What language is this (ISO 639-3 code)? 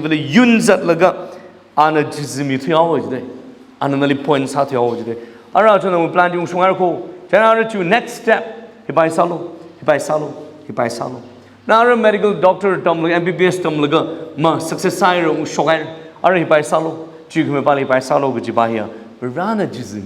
nmf